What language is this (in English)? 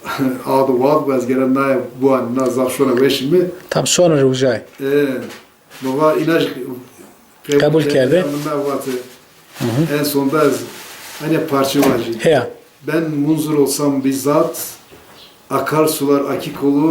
Zaza